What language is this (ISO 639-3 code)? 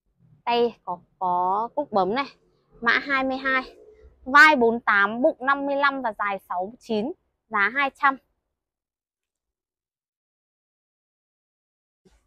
vie